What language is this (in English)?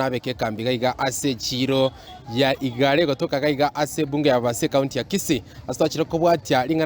Gusii